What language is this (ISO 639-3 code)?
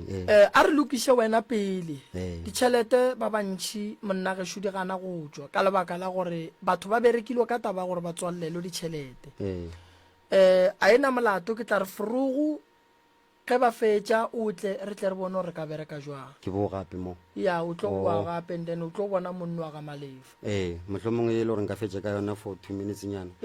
nso